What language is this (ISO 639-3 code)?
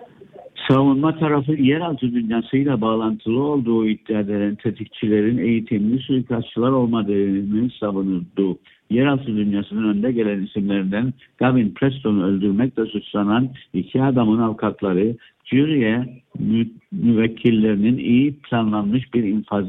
tur